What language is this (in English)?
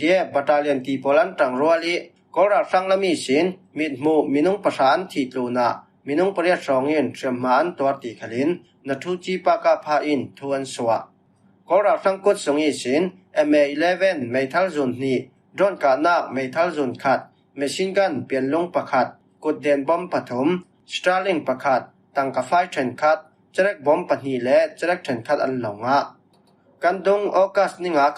Falam Chin